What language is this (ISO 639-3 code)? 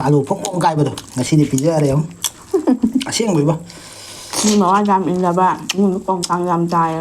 mni